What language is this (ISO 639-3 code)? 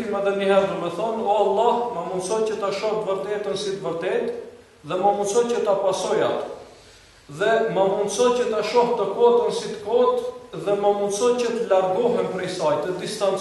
sqi